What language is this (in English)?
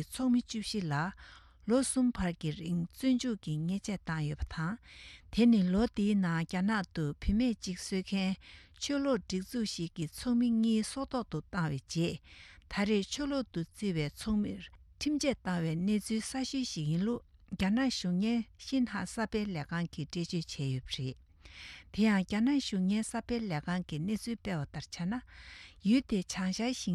Tibetan